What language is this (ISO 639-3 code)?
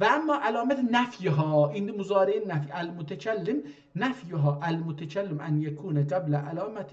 azb